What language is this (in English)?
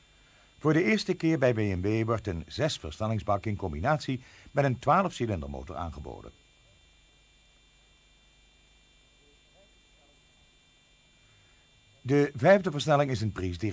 Dutch